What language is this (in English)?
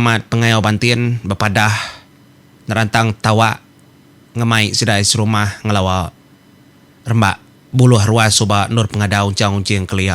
Iban